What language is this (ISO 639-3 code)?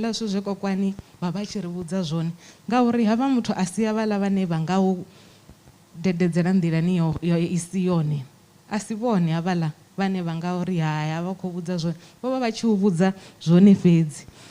ven